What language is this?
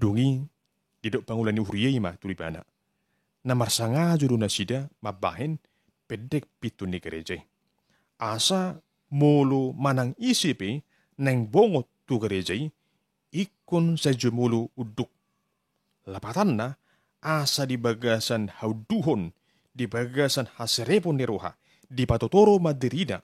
Batak Toba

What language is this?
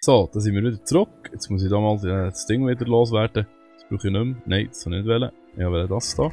Swiss German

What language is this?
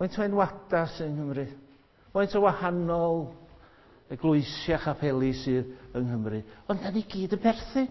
Welsh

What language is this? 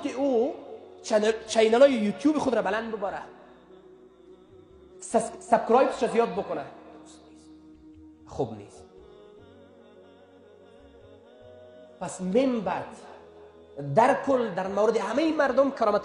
Persian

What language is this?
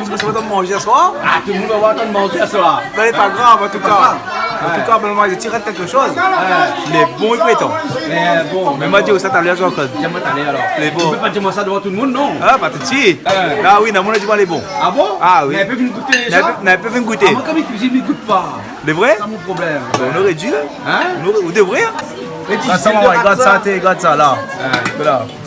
Réunion Creole French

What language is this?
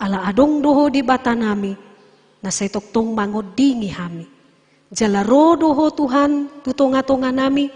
Batak Toba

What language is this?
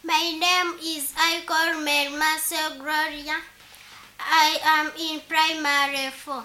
Nyoro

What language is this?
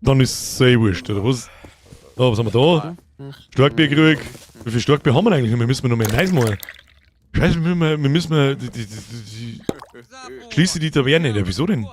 Bavarian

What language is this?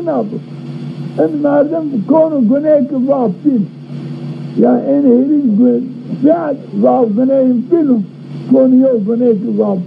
Zaza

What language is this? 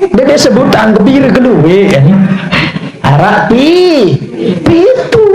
Sasak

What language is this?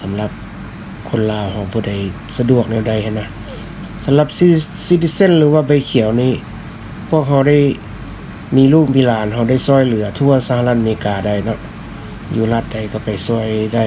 Lao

